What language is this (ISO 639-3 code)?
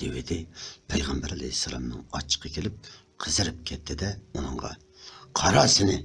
uig